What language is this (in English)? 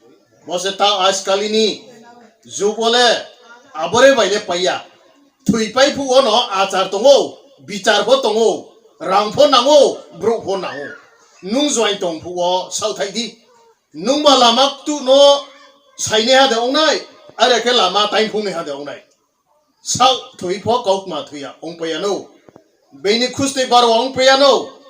Riang (India)